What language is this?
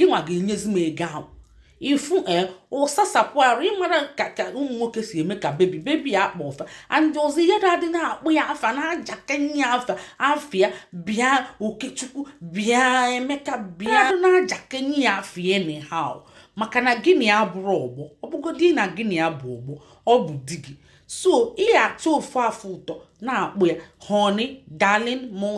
Igbo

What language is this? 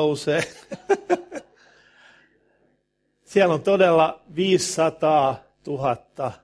Finnish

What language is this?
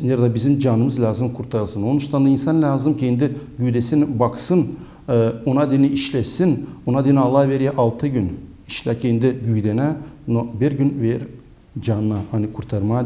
Gagauz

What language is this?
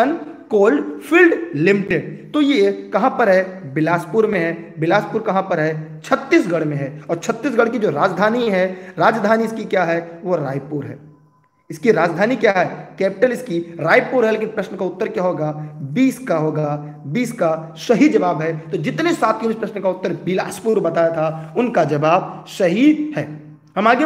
Hindi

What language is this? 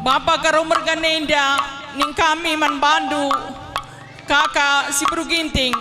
Batak Karo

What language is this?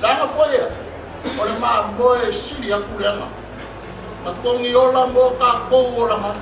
Samoan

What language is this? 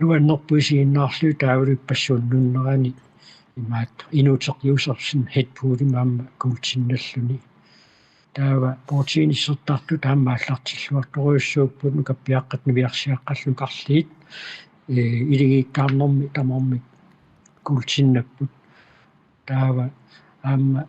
Kalaallisut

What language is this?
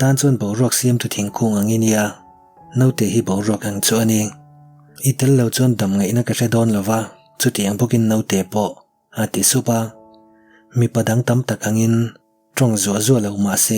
Mizo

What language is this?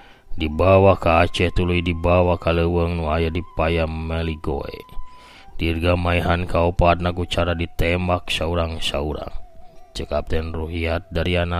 Sundanese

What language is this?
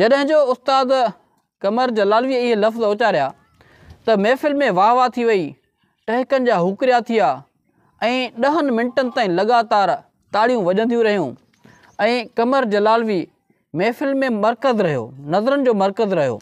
Sindhi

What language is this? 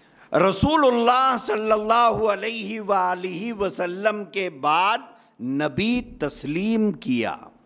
Urdu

